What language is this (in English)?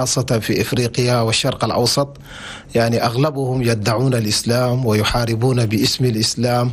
Chadian Arabic